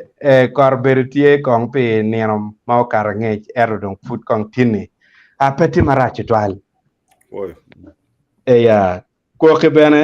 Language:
Acoli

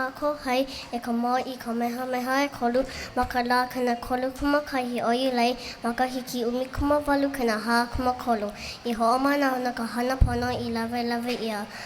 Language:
Hawaiian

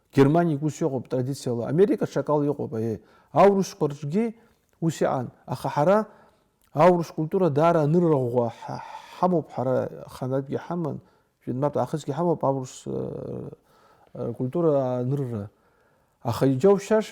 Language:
Abkhazian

